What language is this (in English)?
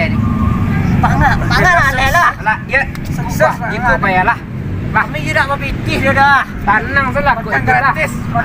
Minangkabau